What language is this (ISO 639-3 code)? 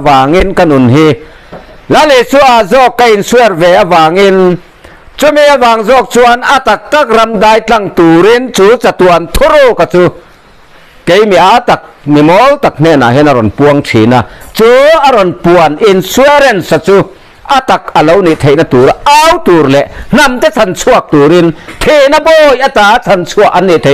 lus